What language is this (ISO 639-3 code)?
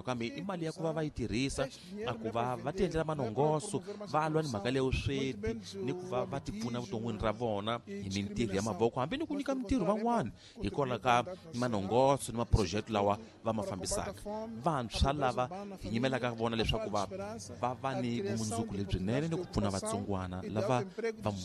tso